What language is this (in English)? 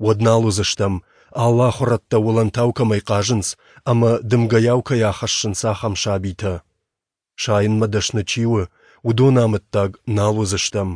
Ossetic